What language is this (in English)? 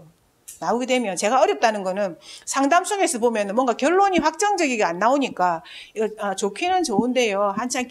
Korean